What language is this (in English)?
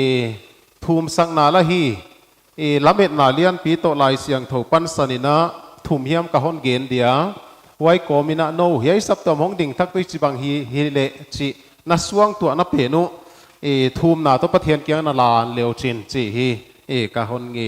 Paite Chin